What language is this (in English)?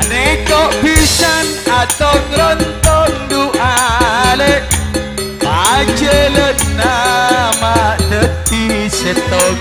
Madurese